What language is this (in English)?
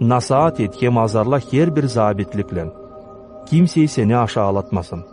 Gagauz